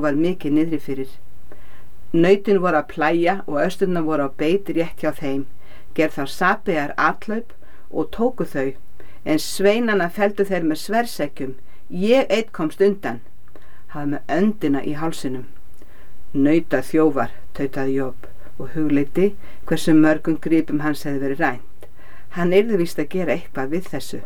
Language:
Icelandic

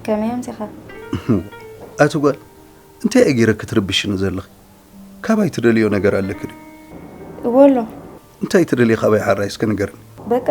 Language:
Tigrinya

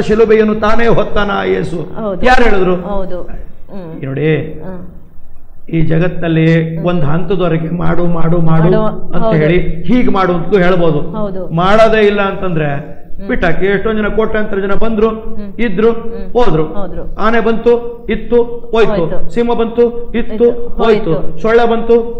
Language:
Kannada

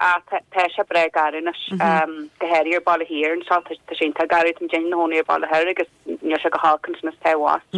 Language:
Irish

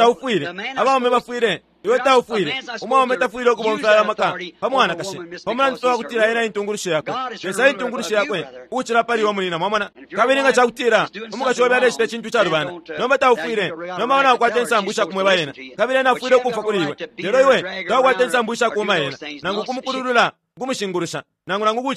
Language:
Bemba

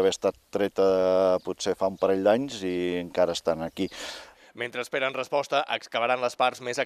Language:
Catalan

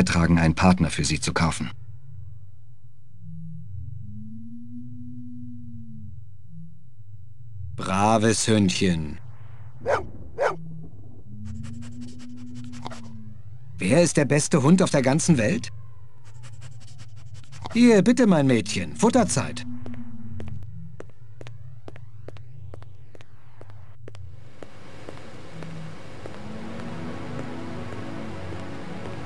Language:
German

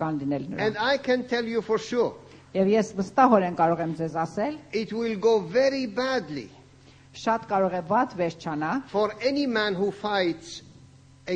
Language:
Armenian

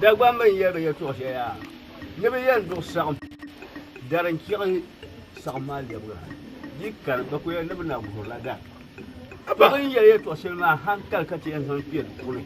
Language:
Dagbani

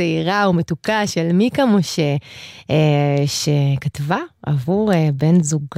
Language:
Hebrew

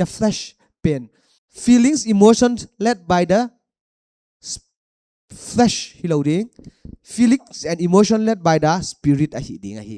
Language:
Paite Chin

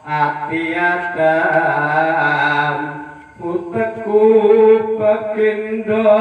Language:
Javanese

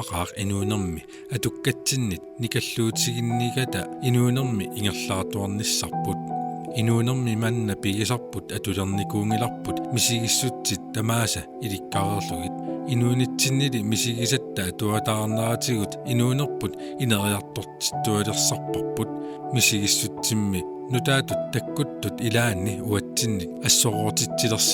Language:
Kalaallisut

